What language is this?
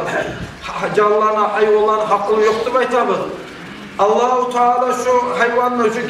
Kumyk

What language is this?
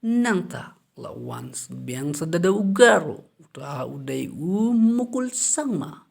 Khasi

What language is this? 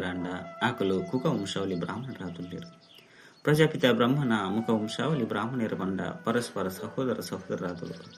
Tulu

